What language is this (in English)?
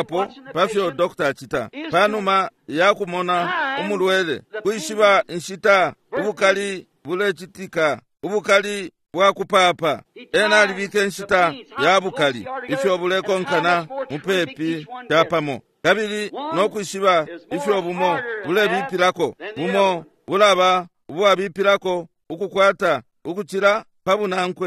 Bemba